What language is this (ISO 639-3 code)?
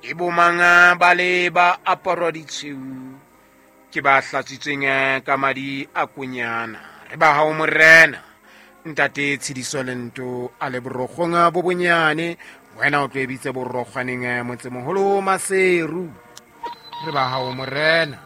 sot